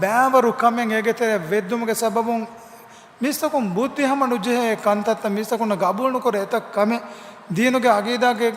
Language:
Divehi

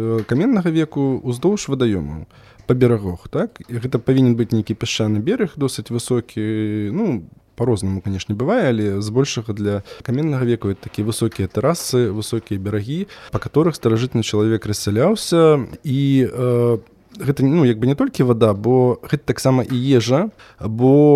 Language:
Belarusian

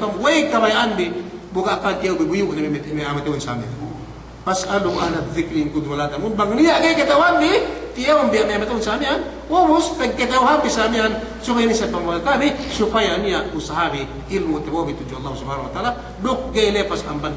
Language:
Yakan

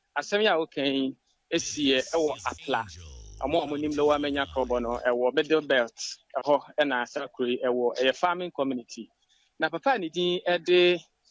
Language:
Akan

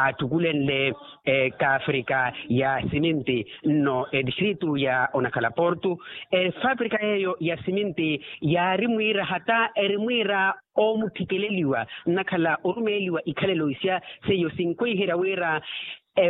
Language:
Makhuwa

